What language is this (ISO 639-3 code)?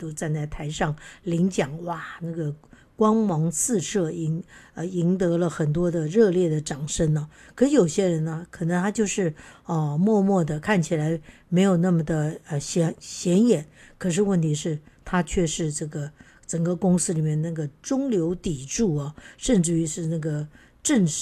zho